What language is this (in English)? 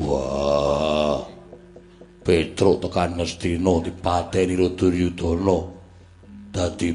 Javanese